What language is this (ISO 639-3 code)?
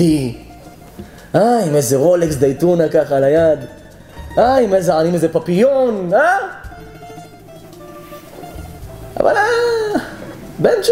heb